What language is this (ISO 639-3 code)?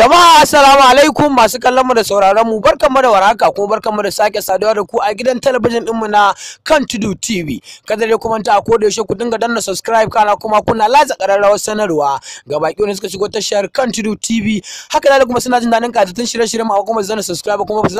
hau